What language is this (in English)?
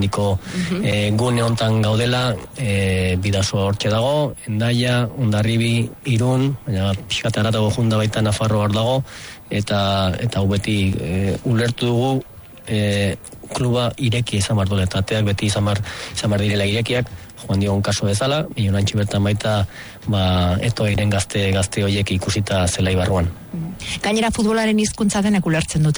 Basque